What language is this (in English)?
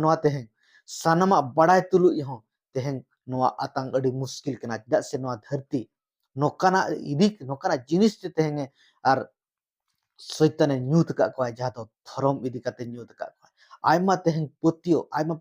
Santali